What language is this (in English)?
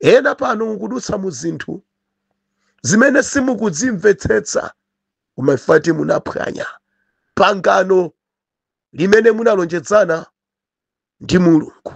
Nyanja